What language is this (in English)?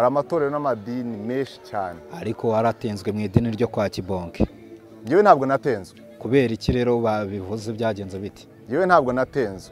Kinyarwanda